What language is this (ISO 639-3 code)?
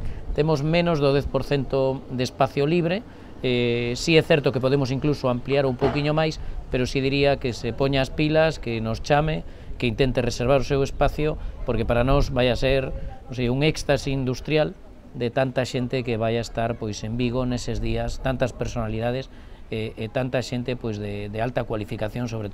glg